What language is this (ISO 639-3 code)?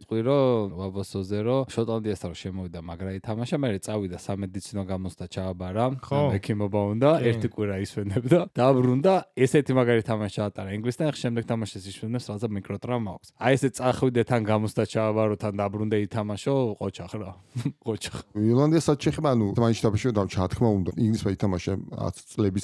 kat